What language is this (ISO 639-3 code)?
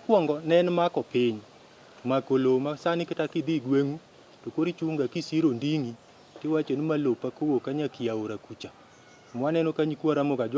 luo